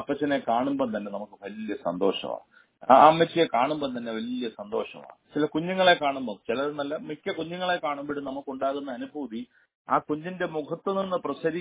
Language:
Malayalam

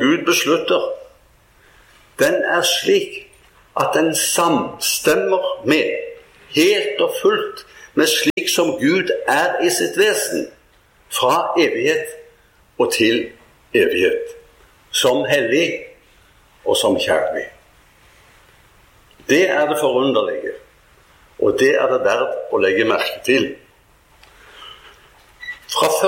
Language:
Norwegian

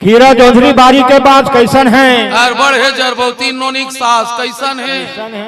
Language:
Chhattisgarhi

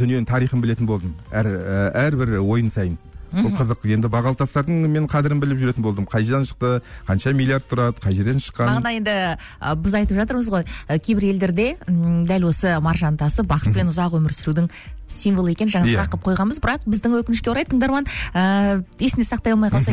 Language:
Kazakh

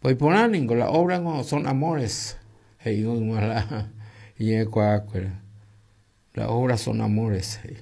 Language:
Guarani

